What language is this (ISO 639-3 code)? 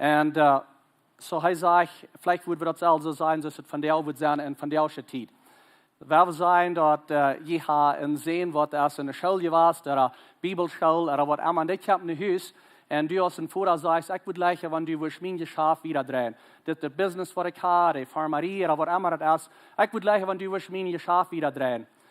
pdt